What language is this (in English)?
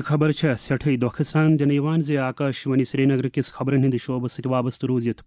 Kashmiri